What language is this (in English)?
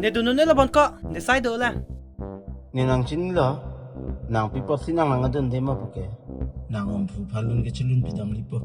Karbi